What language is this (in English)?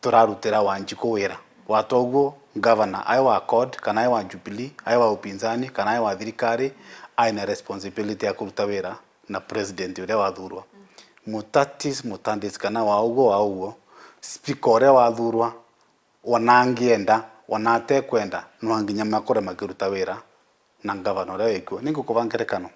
Meru